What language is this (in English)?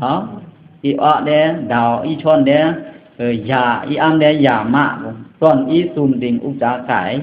Pa'o Karen